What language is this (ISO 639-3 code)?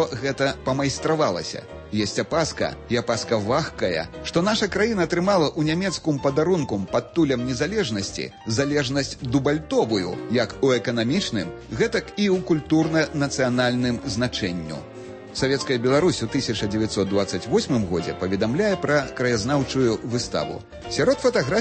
bel